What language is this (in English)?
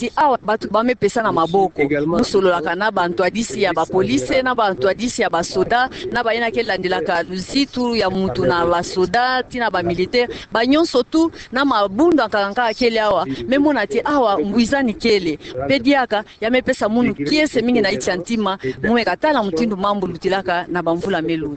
Kituba (Democratic Republic of Congo)